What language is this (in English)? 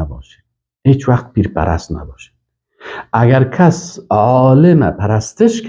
Persian